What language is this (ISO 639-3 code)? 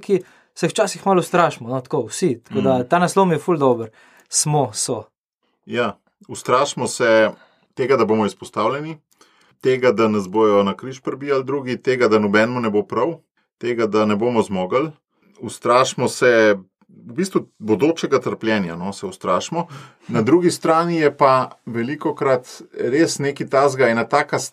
slv